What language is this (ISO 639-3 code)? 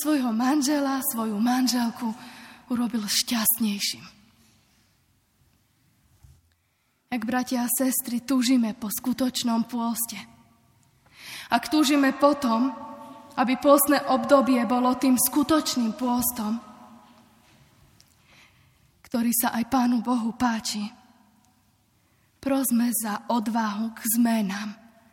slk